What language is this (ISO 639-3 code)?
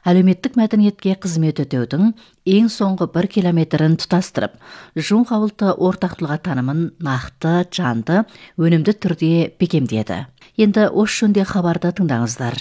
kaz